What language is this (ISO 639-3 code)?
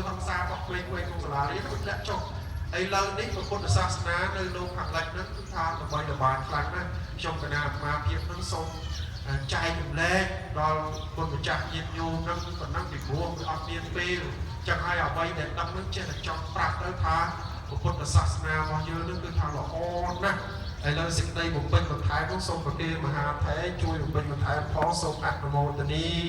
khm